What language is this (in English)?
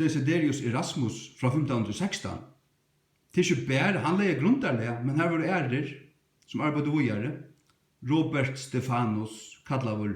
Faroese